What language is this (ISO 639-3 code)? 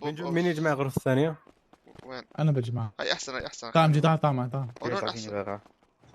apc